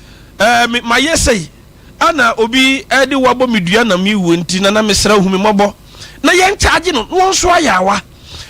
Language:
Akan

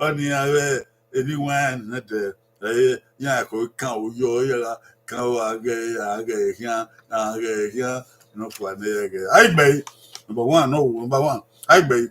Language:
Bini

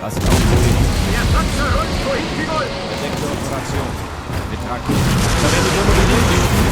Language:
Bavarian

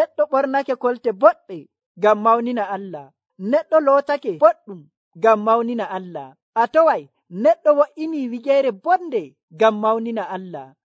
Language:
Nigerian Fulfulde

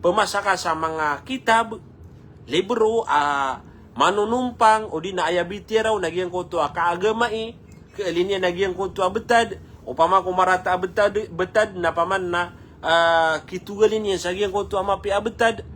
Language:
Maranao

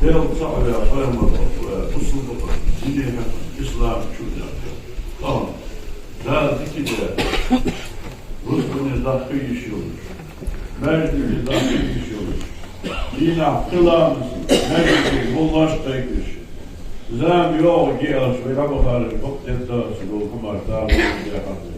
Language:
Ingush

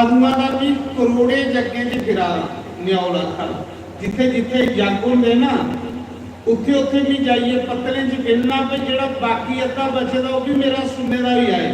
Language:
Dogri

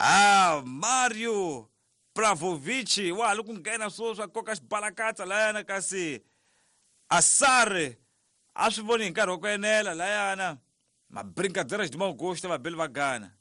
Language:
Tsonga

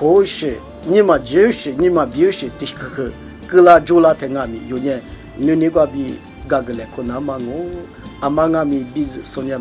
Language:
Lisu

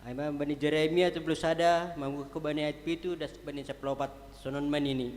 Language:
Batak Simalungun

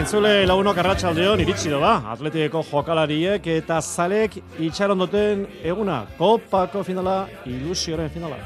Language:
Basque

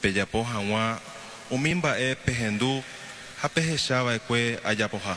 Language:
Guarani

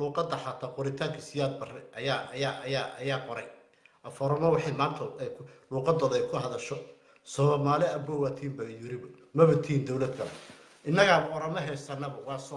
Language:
Somali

